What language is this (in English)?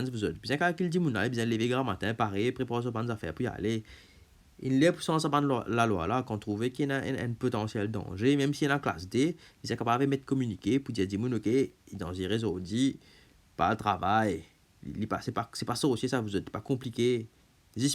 Morisyen